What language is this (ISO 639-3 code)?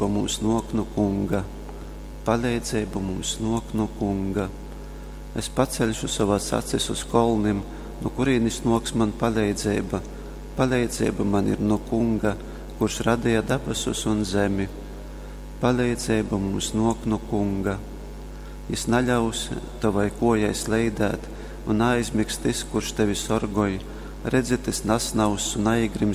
ltg